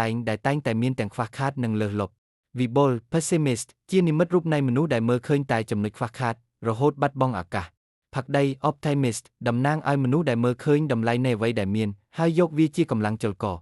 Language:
Khmer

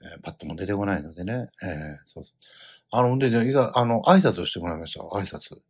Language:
Japanese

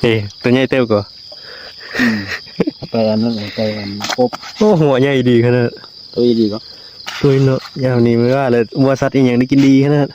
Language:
Northeastern Thai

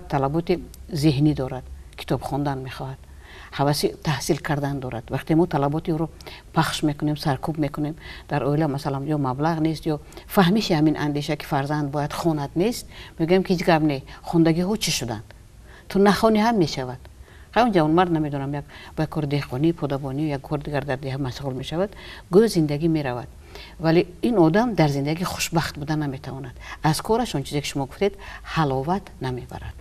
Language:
Tajik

